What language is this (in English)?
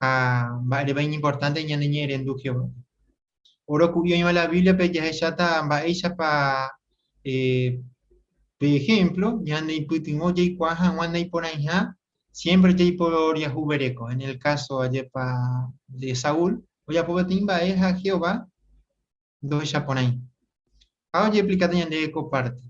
Guarani